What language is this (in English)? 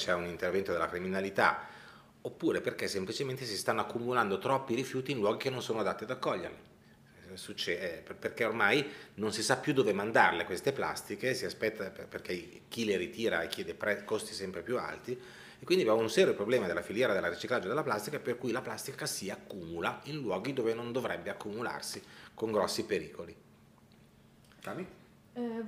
Italian